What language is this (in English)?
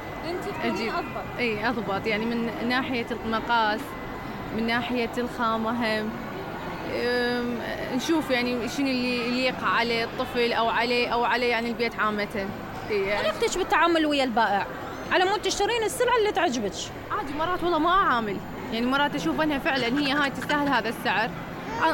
Mesopotamian Arabic